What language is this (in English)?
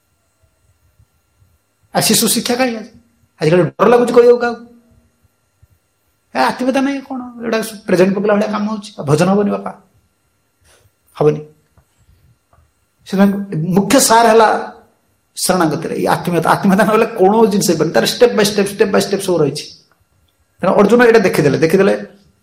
Odia